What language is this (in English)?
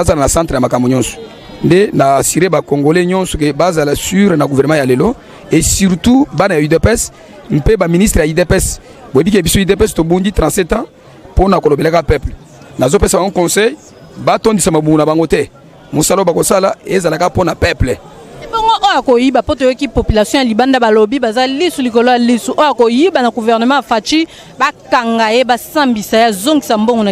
Lingala